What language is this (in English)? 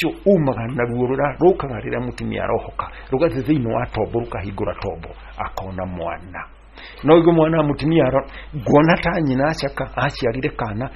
Kikuyu